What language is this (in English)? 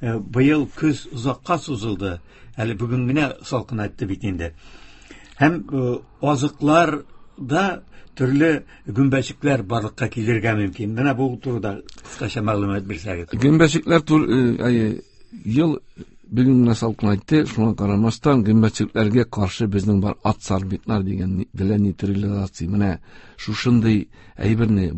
Tatar